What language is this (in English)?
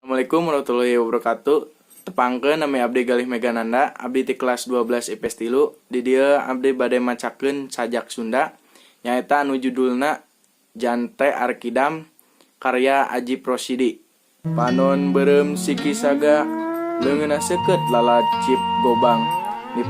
Sundanese